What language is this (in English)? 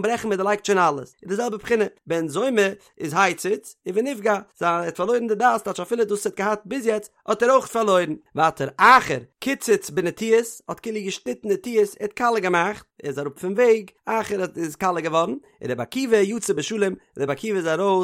Yiddish